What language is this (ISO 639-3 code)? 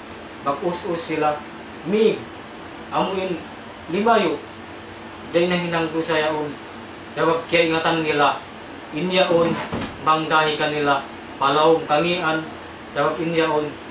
tsg